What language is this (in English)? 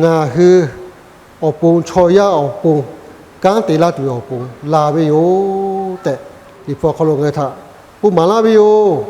Lahu